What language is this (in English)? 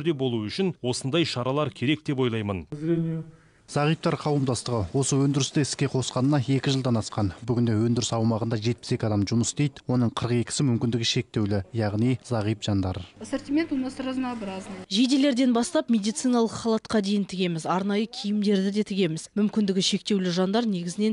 Kazakh